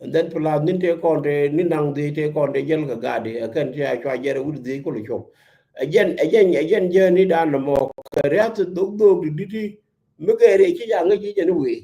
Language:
Nuer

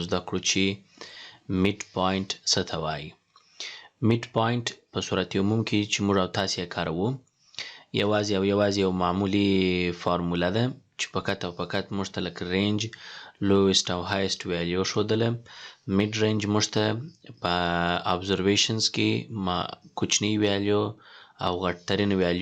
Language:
Pashto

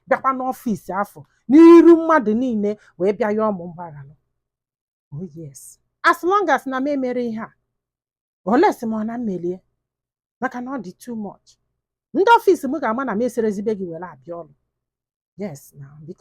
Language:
Igbo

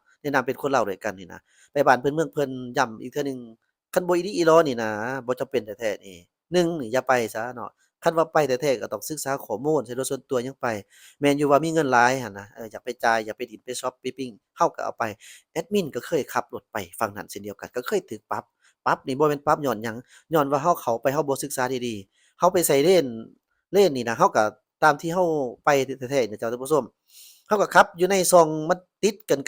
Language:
Lao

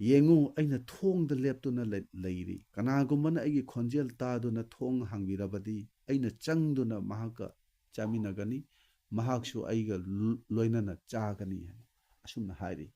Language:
Manipuri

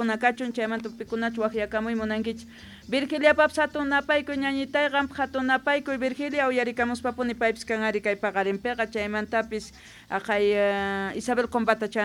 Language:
South Bolivian Quechua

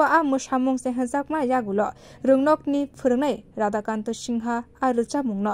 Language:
Kok Borok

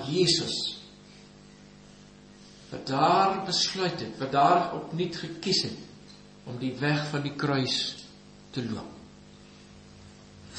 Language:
Afrikaans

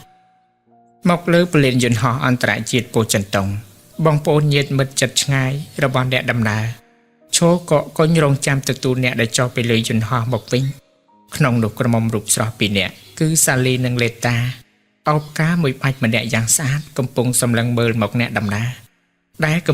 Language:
Khmer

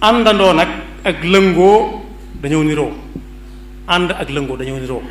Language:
Wolof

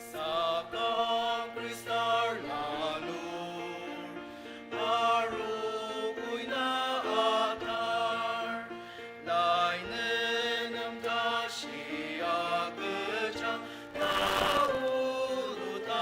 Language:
Ao Naga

